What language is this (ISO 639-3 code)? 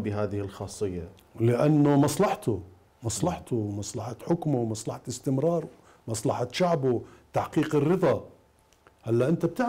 acm